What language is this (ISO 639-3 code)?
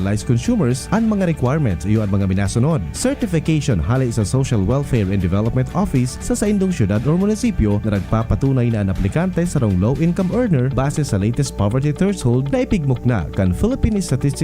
bik